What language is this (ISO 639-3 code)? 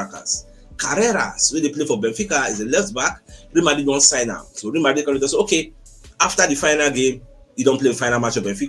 pcm